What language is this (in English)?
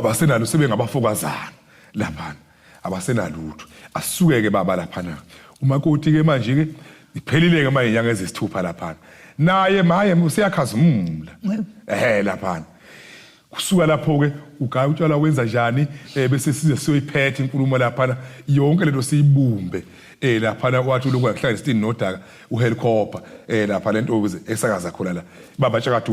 Zulu